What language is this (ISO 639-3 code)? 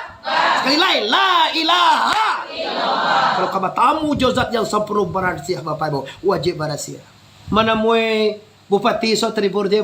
min